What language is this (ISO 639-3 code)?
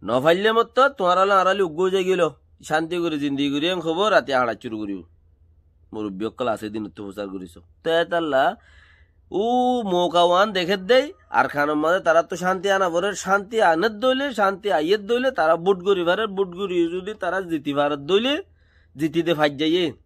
rhg